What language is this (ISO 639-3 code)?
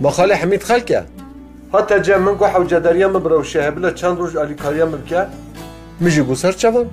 kur